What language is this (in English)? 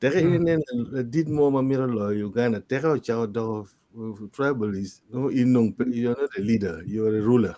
Acoli